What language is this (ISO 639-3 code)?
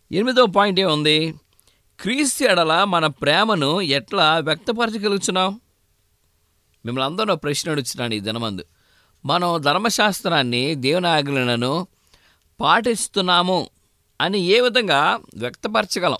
tel